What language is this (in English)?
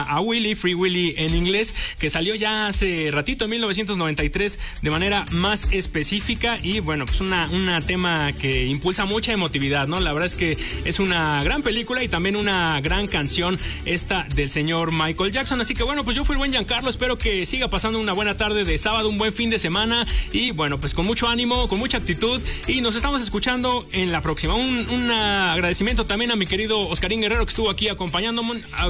Spanish